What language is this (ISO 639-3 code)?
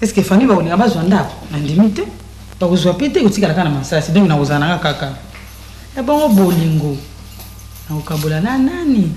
lin